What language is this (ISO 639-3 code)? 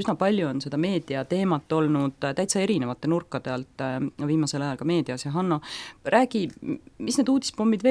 est